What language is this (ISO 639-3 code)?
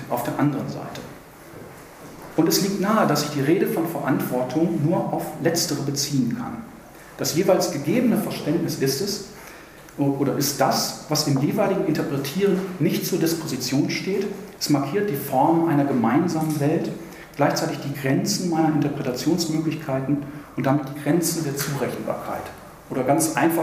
deu